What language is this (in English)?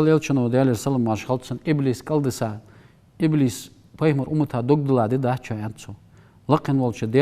Ingush